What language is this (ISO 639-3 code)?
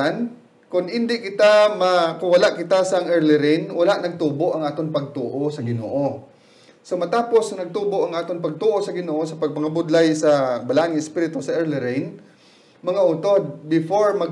hil